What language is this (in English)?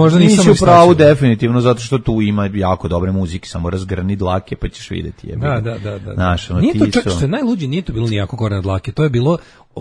Serbian